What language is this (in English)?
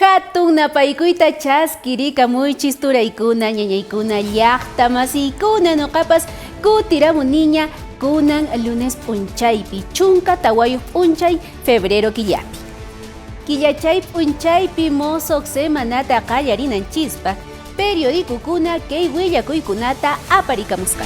Quechua